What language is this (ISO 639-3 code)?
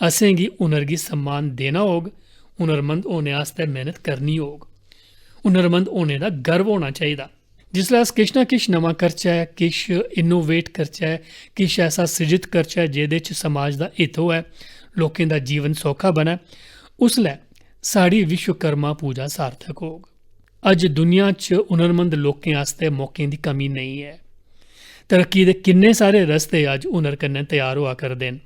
doi